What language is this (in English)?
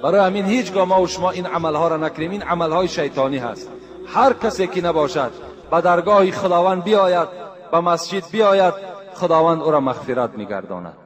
Tajik